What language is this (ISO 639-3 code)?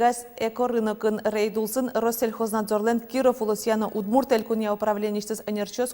udm